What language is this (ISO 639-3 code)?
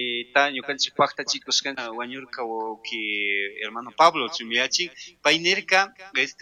qug